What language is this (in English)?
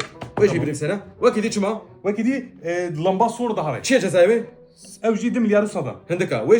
Kurdish